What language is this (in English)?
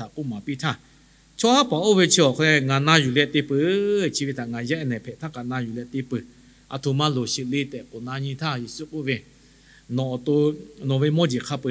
Lahu